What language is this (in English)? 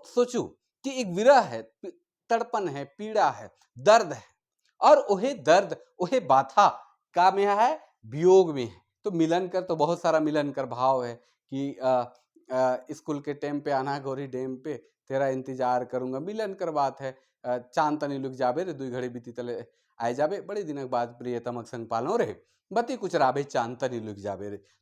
Sadri